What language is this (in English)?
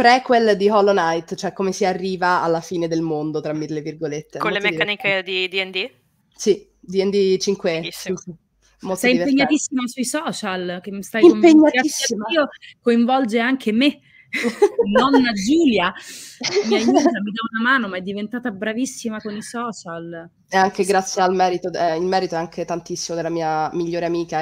Italian